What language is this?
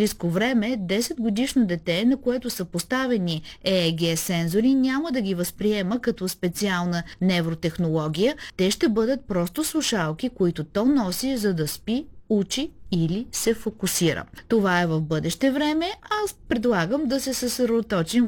Bulgarian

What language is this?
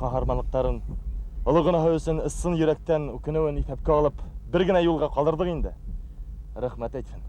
Bashkir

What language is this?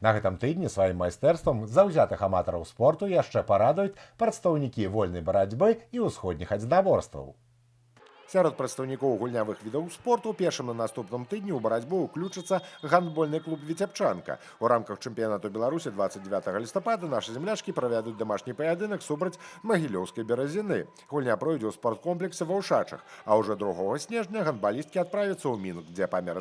Belarusian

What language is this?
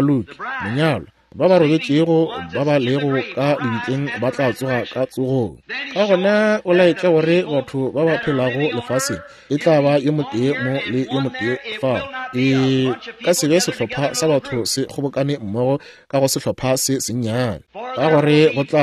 Northern Sotho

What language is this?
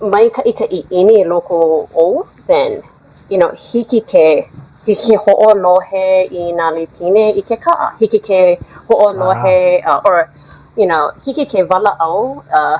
Hawaiian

